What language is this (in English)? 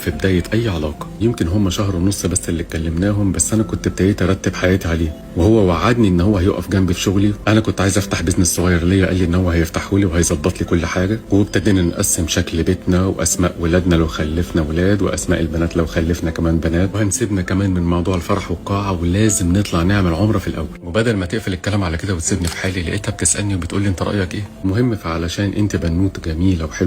Egyptian Arabic